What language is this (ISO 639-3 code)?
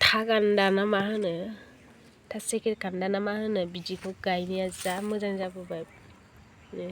brx